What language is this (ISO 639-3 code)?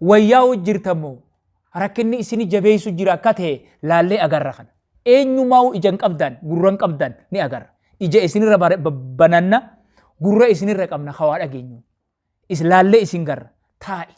orm